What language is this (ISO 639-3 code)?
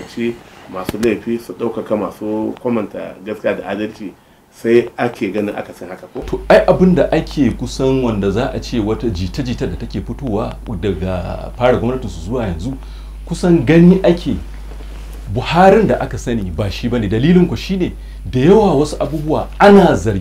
hau